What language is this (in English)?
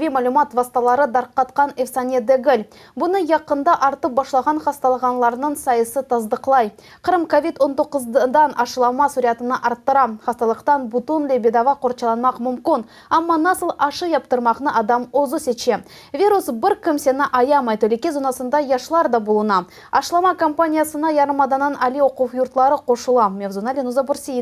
Crimean Tatar